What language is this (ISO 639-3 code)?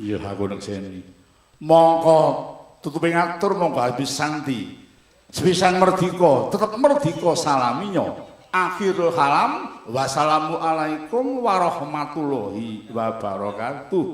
jav